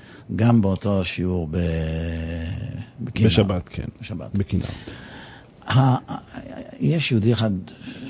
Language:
Hebrew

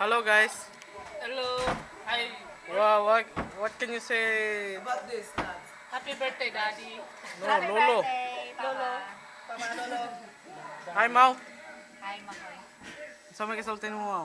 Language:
Cebuano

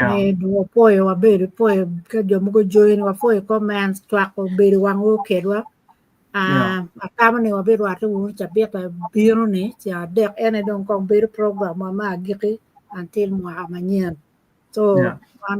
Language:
Acoli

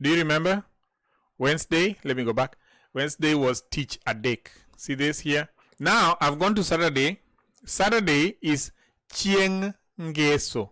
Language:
Luo (Kenya and Tanzania)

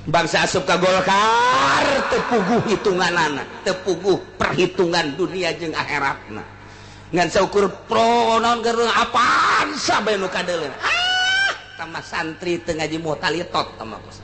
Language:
Sundanese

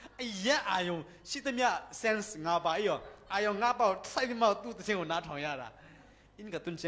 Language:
Thai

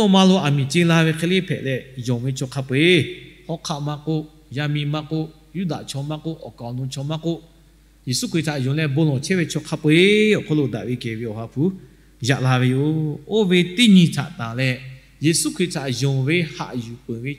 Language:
Lahu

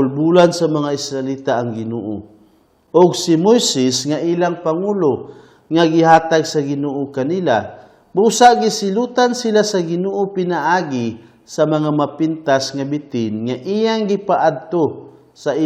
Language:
Cebuano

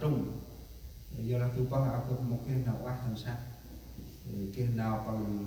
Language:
Central Mnong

